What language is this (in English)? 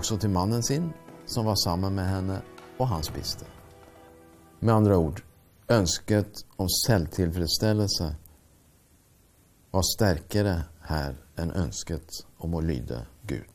Norwegian